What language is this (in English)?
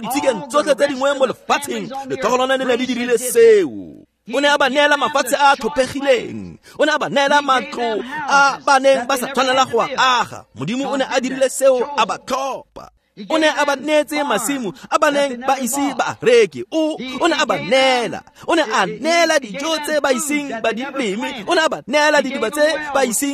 Tswana